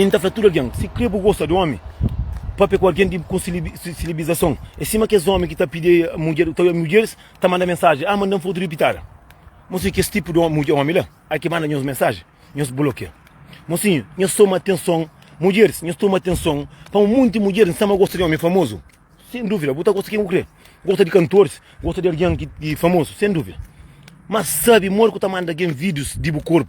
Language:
Kabuverdianu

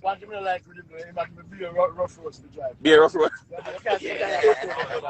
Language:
Jamaican Creole English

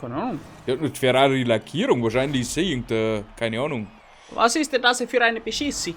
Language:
Bavarian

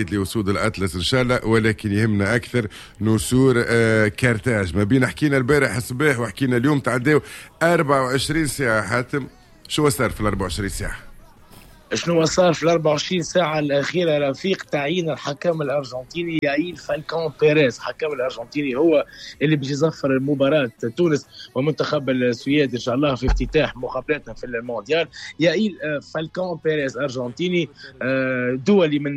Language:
Tunisian Arabic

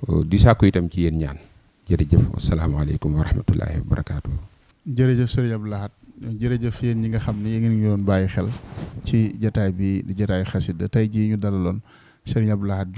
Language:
Wolof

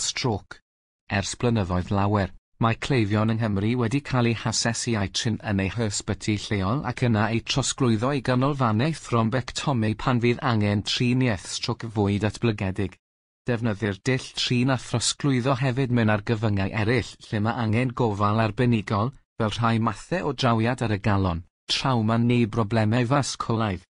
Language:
Welsh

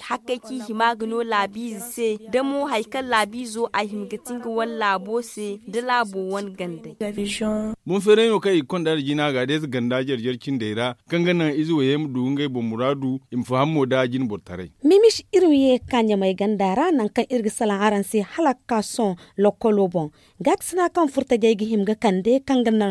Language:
Zarma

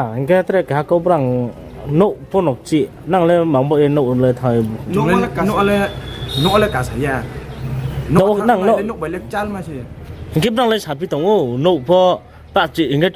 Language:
Riang (India)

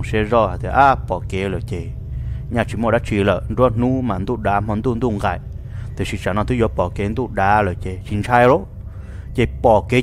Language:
Vietnamese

